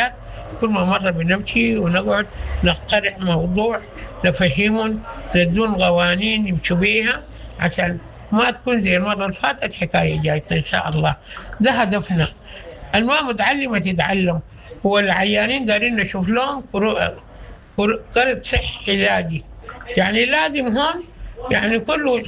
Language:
Sudanese Arabic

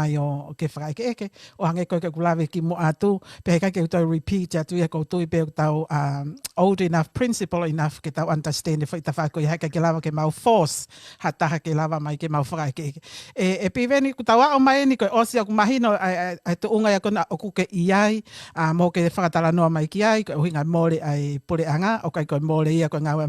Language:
Tongan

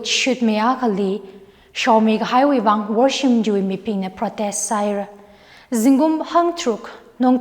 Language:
Tangkhul Naga (India)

